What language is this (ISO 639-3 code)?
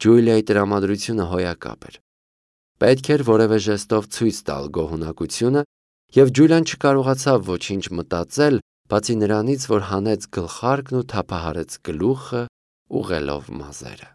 hye